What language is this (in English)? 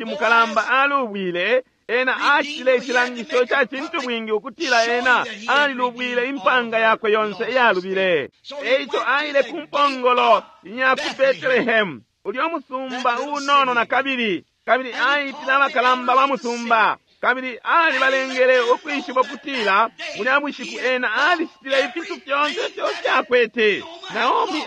Bemba